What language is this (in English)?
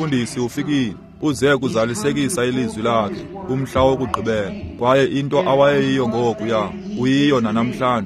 Xhosa